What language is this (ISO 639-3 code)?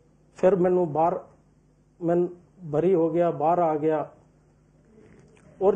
pan